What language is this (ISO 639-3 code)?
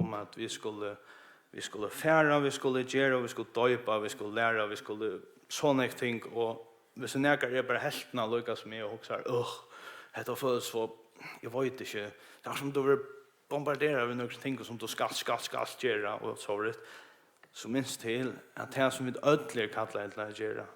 fao